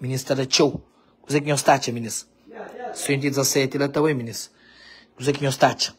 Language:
Kabuverdianu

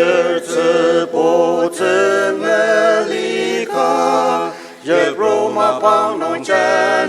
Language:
Ao Naga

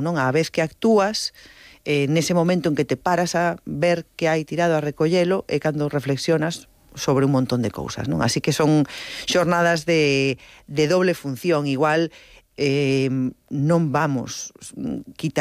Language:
Galician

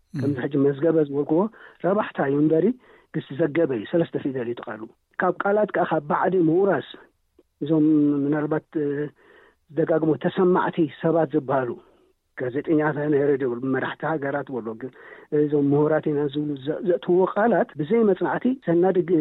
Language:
Tigrinya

